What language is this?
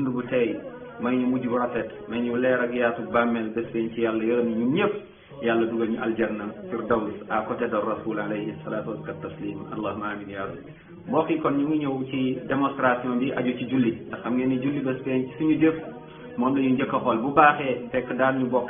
Wolof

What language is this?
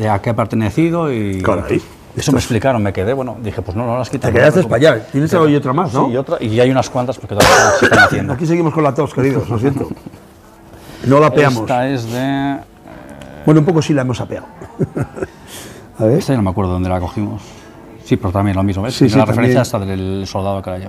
Spanish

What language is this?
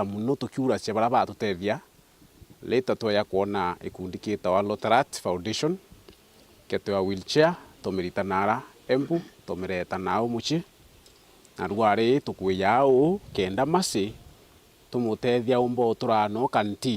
Meru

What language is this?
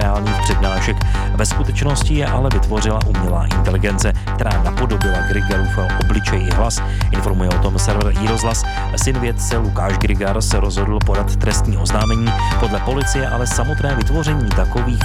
Czech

